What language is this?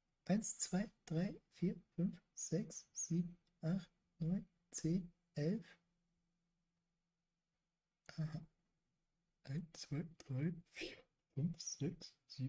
German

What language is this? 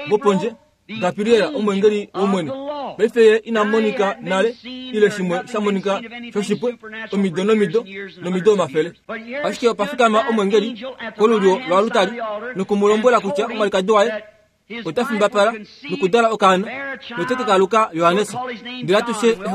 Kuanyama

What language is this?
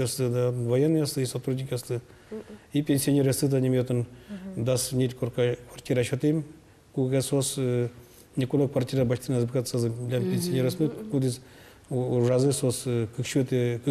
Udmurt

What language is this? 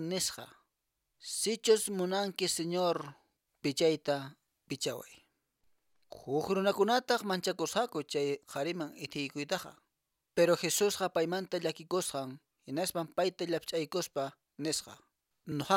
Quechua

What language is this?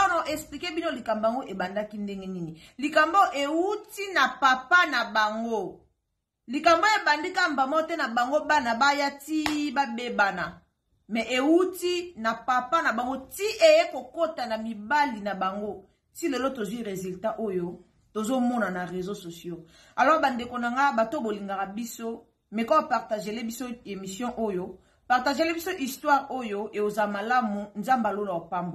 Lingala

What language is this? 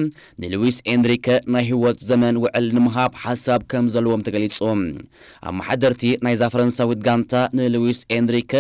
Tigrinya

